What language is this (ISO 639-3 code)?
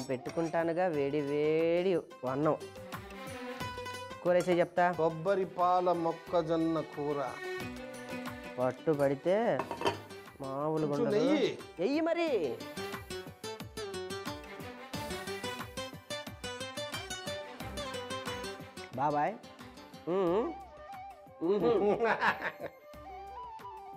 tel